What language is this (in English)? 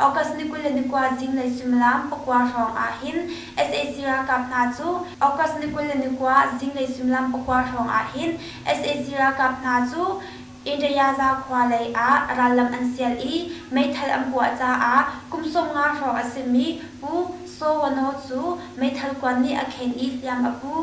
Hakha Chin